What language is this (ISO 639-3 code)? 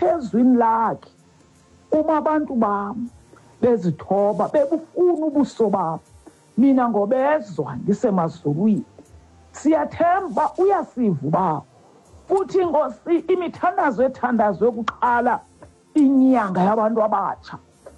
xho